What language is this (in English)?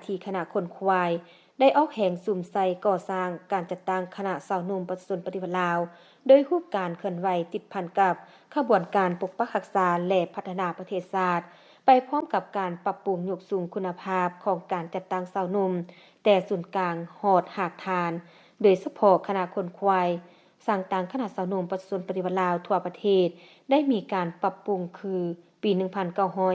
Lao